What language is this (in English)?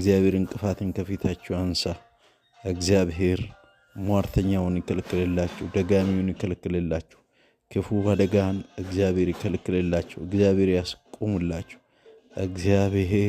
Amharic